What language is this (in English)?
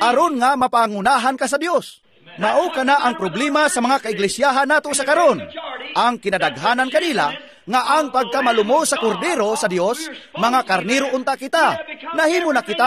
Cebuano